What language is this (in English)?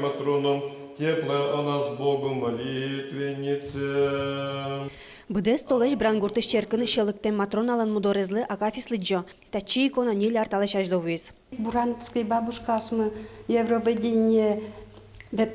Udmurt